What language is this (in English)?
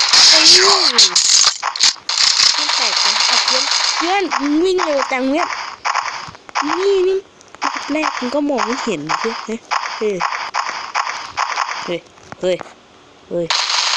Thai